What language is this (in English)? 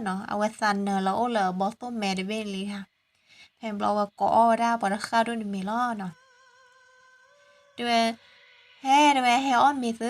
S'gaw Karen